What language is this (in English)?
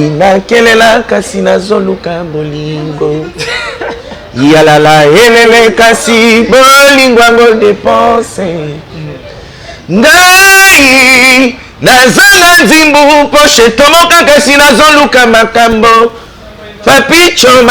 Lingala